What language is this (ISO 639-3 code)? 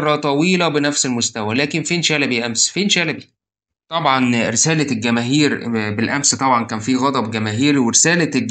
arz